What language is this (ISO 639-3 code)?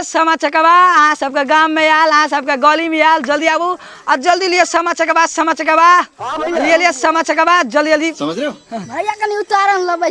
mai